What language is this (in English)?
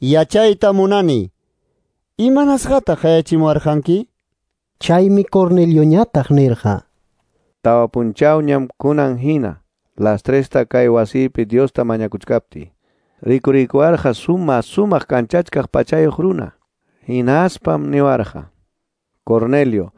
Quechua